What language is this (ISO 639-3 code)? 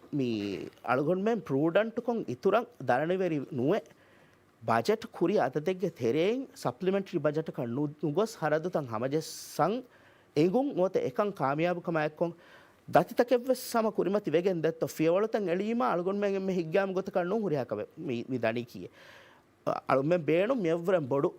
div